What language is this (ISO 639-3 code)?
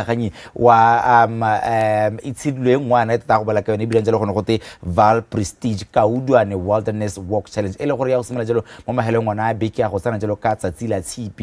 tsn